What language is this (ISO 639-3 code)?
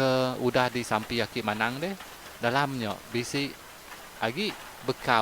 iba